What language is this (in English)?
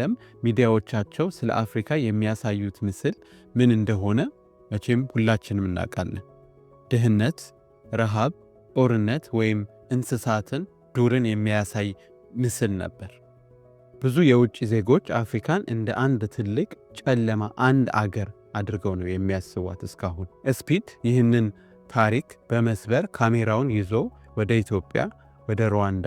Amharic